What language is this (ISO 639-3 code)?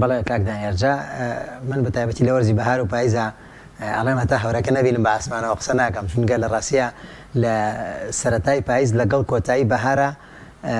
ckb